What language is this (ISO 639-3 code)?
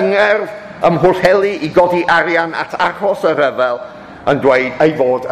cym